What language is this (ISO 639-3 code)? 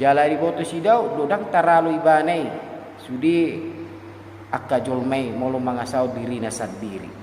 bbc